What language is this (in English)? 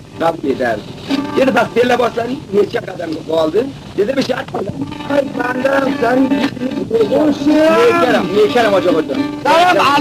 Khorasani Turkish